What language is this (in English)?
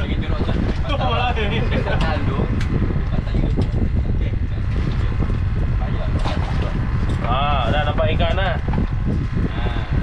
Malay